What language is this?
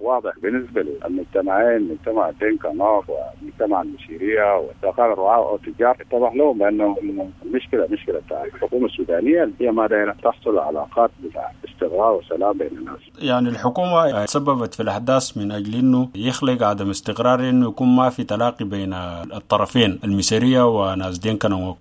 Sudanese Arabic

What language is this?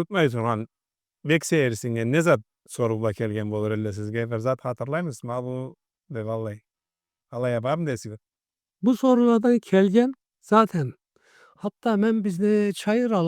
Karachay-Balkar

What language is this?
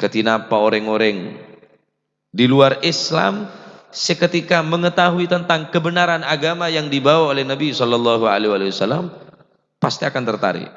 Madurese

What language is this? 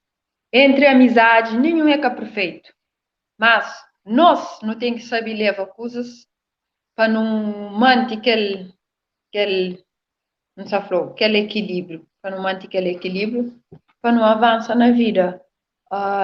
Kabuverdianu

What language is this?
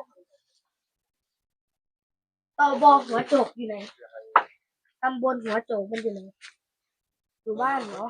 Northeastern Thai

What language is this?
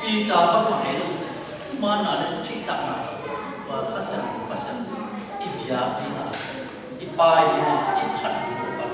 Tedim Chin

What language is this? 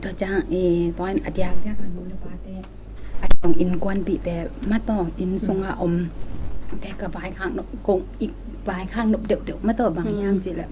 Tedim Chin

